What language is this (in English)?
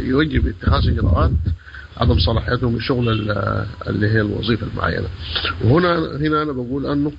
Sudanese Arabic